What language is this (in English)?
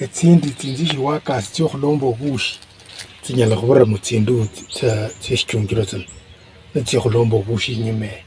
Luyia